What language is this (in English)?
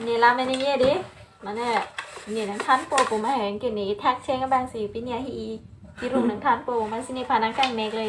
Karbi